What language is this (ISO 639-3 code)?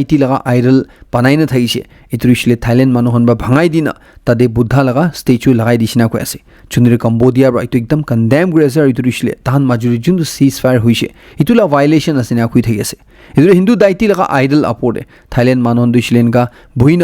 nag